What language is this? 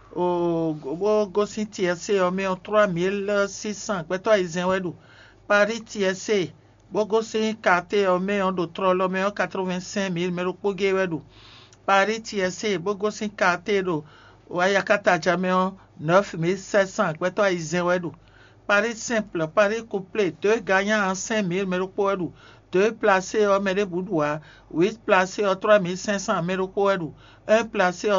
Fon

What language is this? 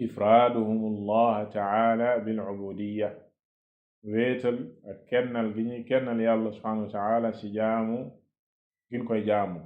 Wolof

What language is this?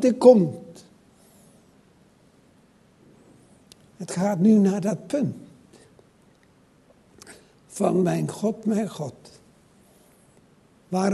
Dutch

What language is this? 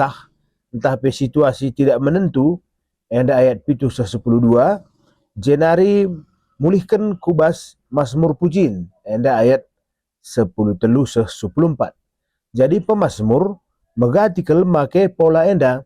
Batak Karo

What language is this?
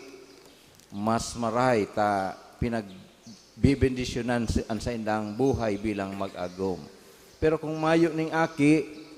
Bikol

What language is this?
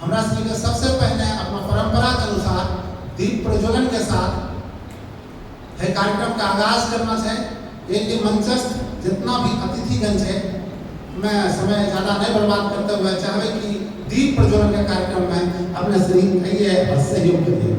Angika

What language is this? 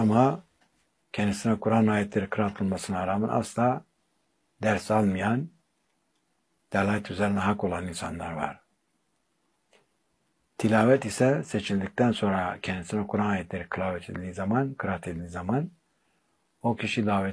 Turkish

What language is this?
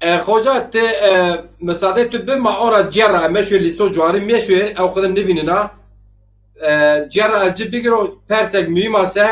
Zaza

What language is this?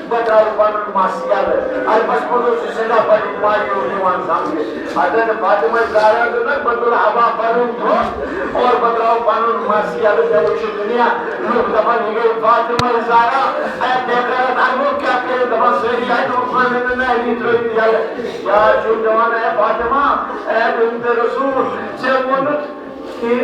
Kashmiri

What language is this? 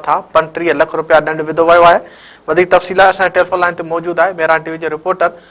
Sindhi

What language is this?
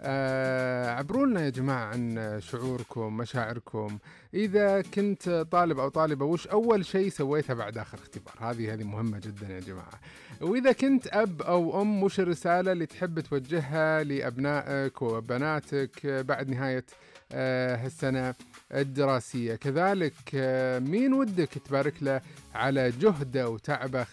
Najdi Arabic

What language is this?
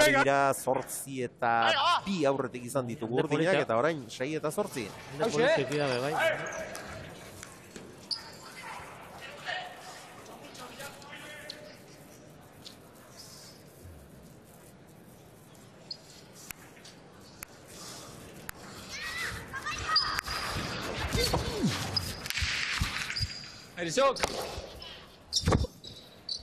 Basque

